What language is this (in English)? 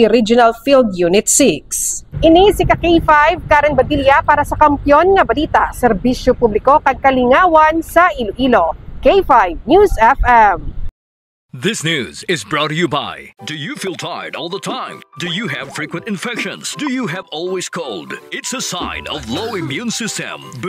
Hiligaynon